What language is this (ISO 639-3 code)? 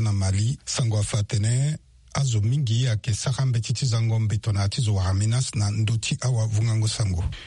sag